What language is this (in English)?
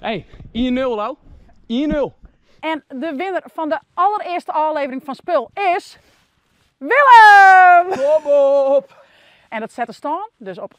Western Frisian